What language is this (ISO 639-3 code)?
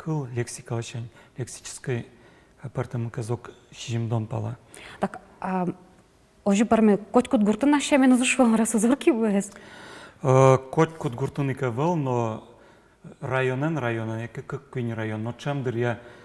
udm